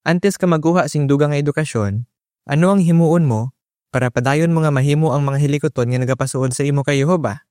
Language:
Hiligaynon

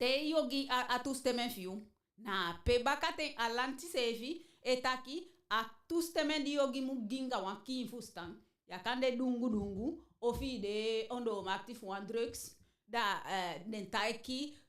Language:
Eastern Maroon Creole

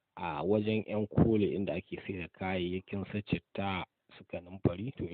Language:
Hausa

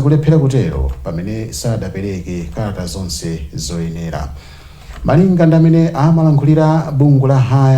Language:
Nyanja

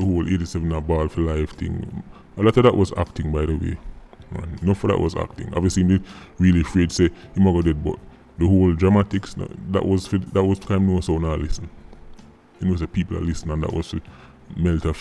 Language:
Jamaican Creole English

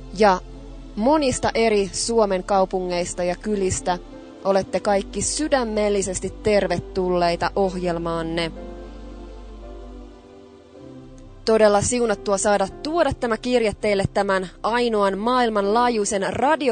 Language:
Finnish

